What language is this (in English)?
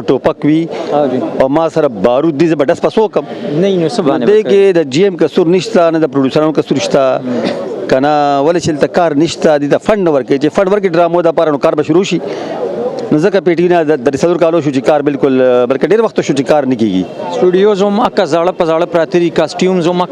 Pashto